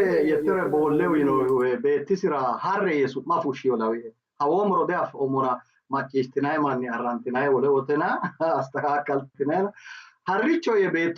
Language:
Sidamo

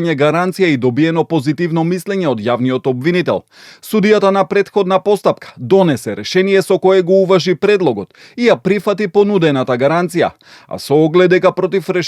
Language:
Macedonian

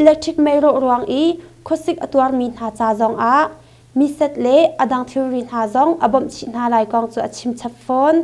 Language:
Hakha Chin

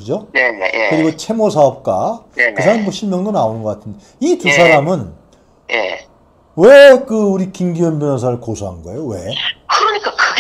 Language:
Korean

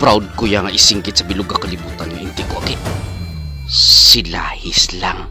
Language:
Hiligaynon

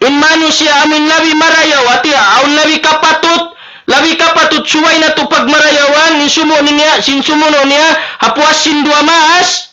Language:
Tausug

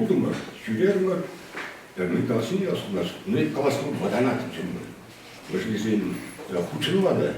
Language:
Chuvash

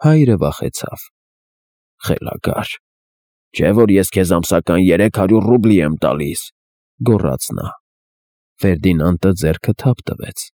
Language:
Armenian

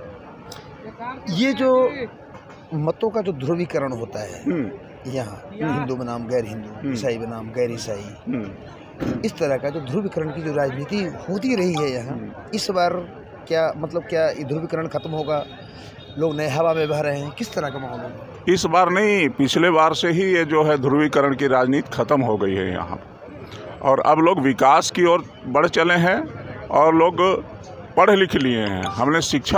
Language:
Hindi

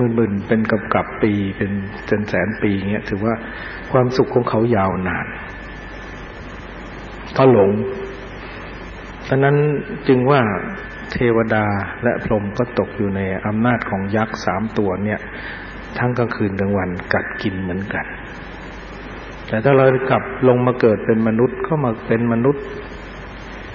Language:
Thai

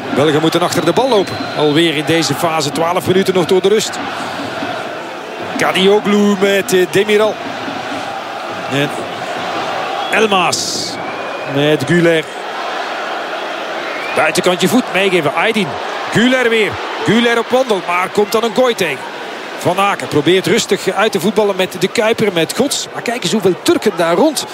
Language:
Dutch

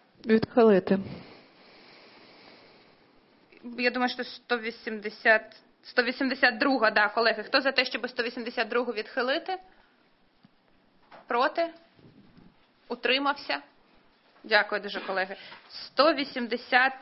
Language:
Ukrainian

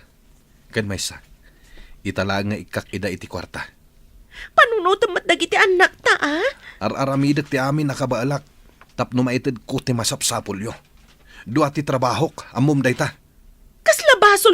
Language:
Iloko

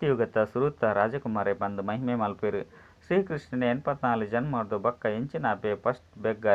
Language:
Tulu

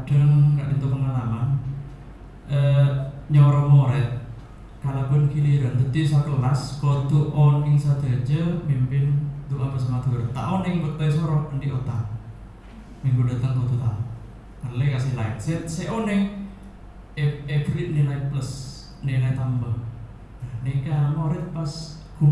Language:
Madurese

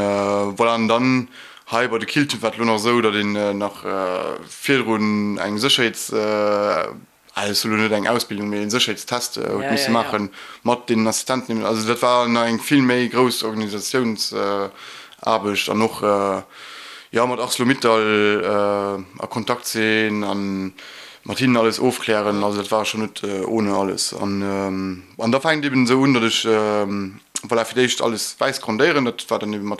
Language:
Luxembourgish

